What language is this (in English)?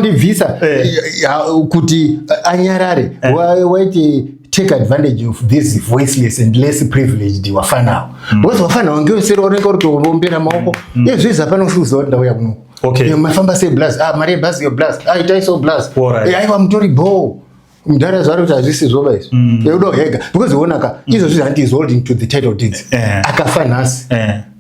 Shona